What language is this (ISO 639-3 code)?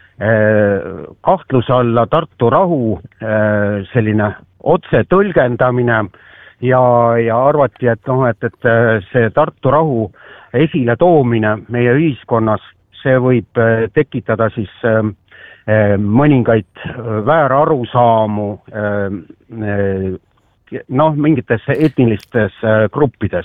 est